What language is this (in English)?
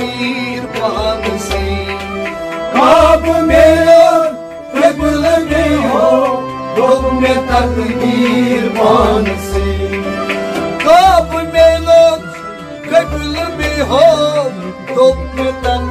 Kashmiri